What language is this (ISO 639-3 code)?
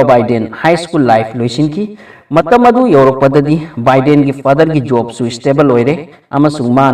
mni